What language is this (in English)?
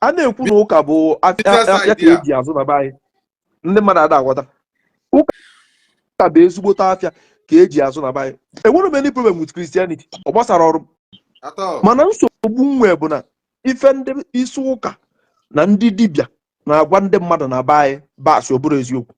Igbo